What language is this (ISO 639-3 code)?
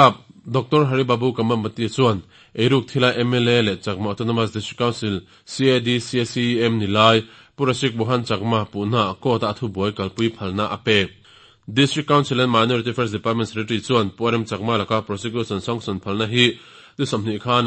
lus